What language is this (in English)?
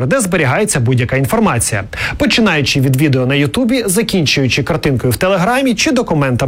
Ukrainian